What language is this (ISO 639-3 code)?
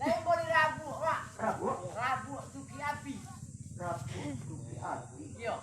min